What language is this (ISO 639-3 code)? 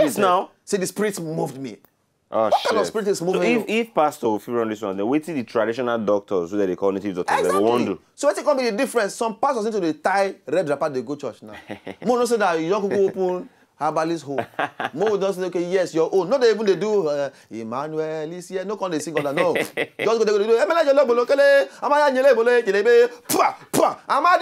pcm